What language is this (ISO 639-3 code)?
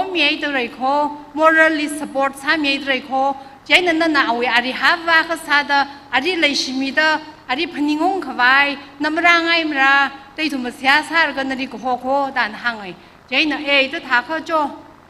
nmf